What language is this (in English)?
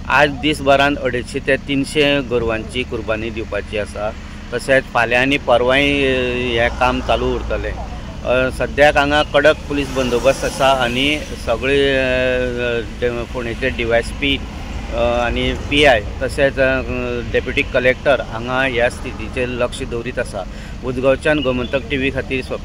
Konkani